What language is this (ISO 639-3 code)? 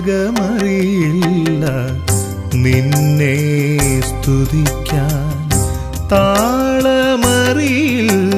mal